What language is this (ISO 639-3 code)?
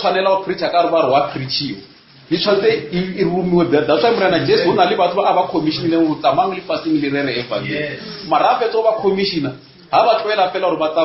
nso